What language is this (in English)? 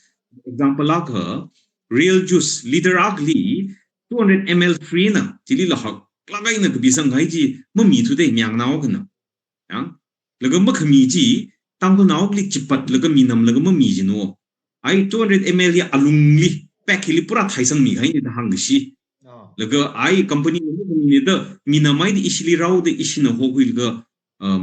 Tangkhul Naga (India)